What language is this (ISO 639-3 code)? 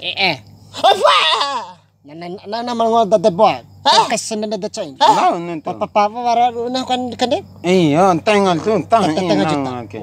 bhp